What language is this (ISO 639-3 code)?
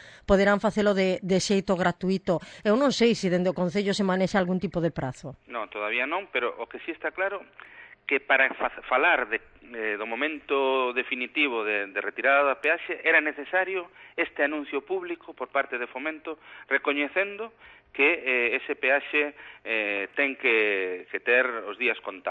glg